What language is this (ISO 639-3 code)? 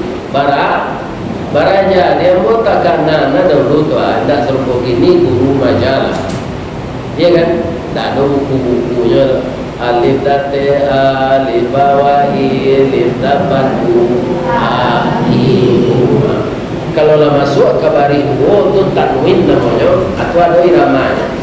min